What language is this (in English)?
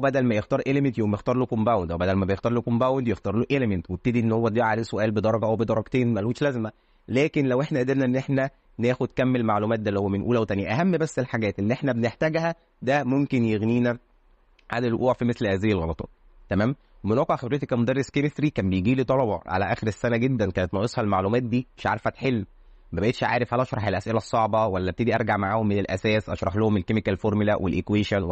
Egyptian Arabic